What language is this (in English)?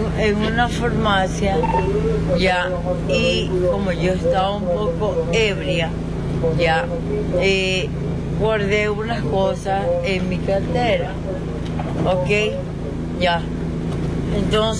Spanish